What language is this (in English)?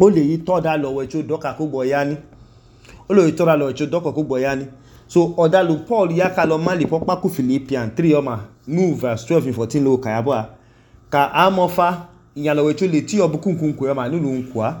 Idoma